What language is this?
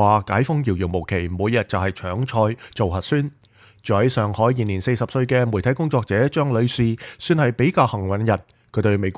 Cantonese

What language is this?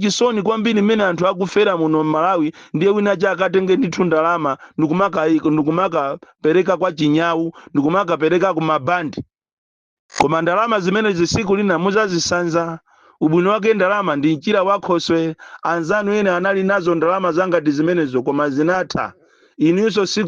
Nyanja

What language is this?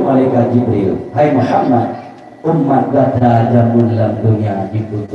Achinese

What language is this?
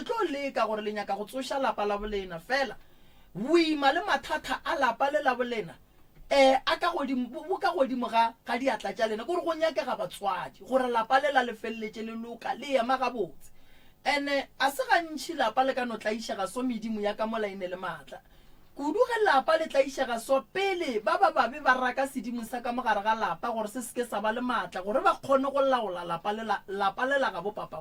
Northern Sotho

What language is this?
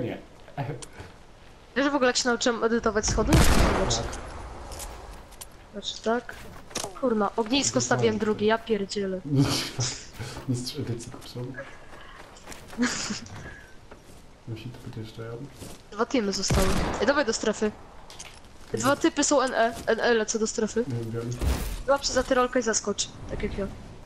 Polish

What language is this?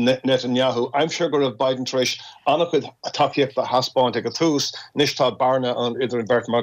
Irish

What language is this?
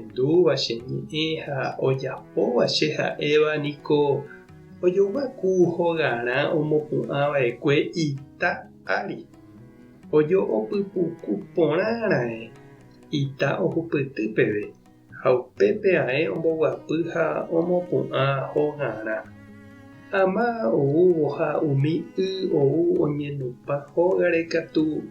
Guarani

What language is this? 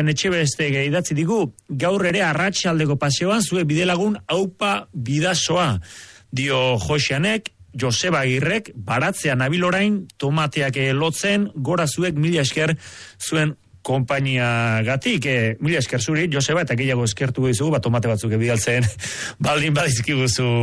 Basque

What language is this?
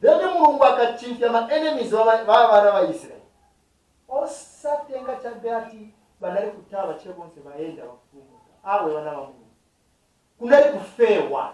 Nyanja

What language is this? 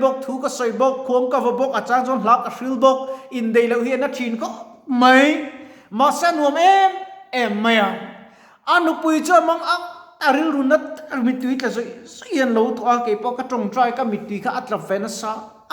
Mizo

